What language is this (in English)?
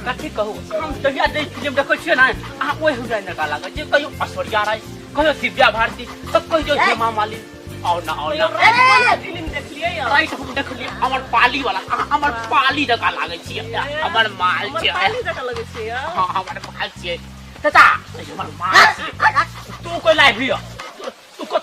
Maithili